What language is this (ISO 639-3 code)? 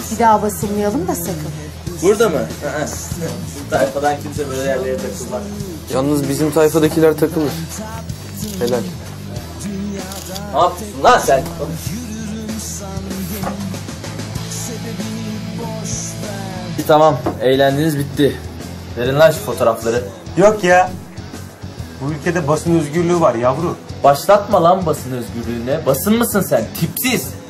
tur